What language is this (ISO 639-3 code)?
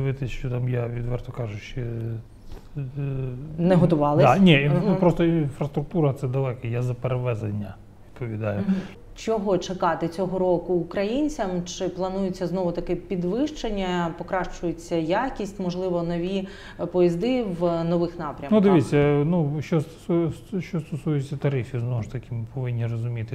ukr